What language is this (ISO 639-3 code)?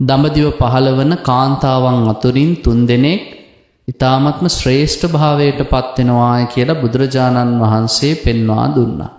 sin